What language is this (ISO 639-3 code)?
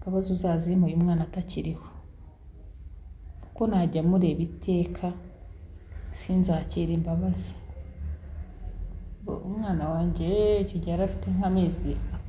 kin